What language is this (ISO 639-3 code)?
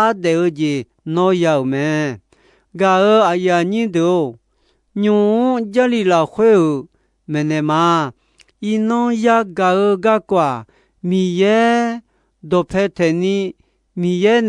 ahk